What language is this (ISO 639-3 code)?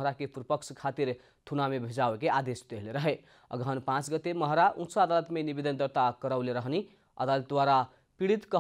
bho